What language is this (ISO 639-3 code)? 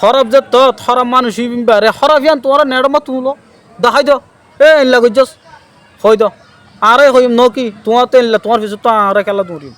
rhg